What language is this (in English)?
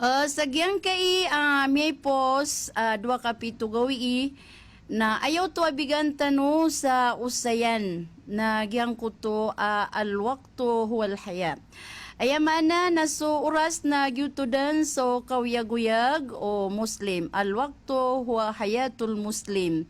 Maranao